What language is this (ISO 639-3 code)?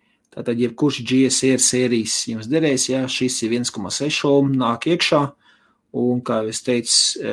lav